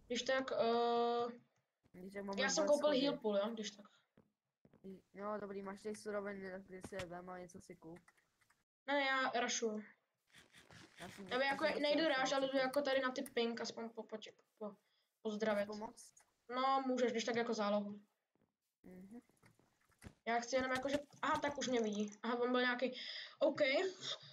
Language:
Czech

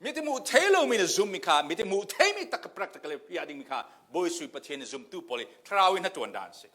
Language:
Falam Chin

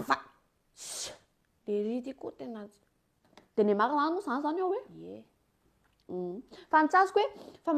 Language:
Malagasy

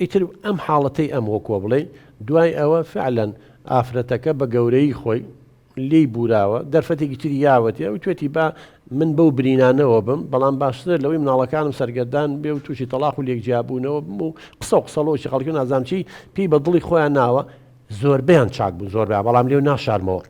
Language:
Central Kurdish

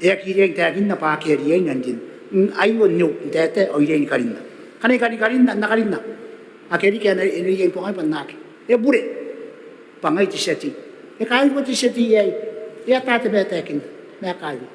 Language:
Gilbertese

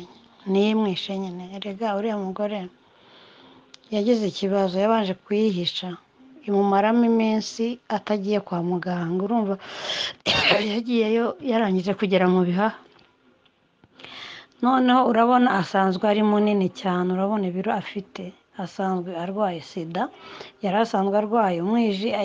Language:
Kinyarwanda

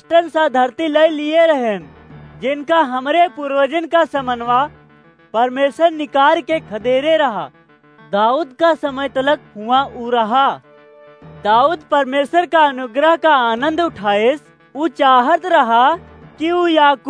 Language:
Awadhi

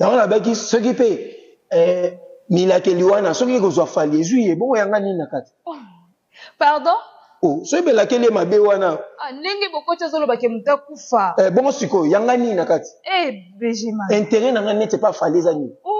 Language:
Lingala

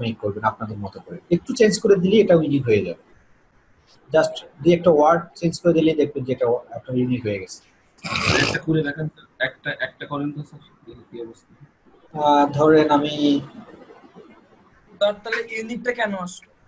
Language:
Bangla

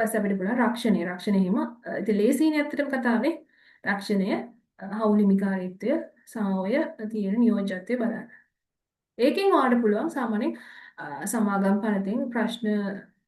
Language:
Sinhala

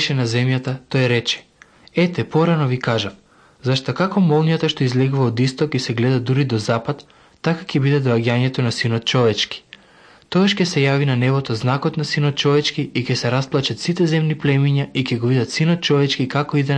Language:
Macedonian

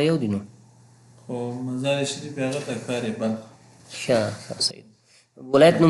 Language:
Pashto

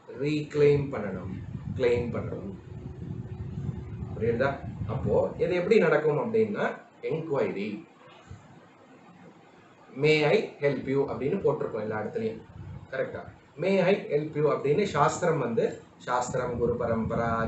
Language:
Tamil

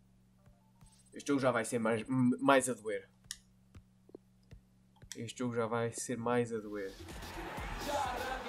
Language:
Portuguese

